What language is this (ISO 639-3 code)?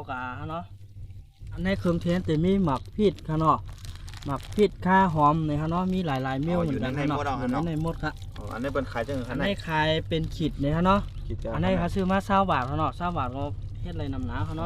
shn